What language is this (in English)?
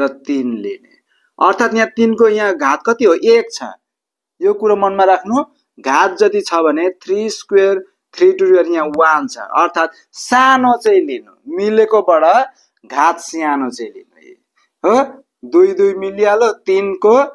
Nepali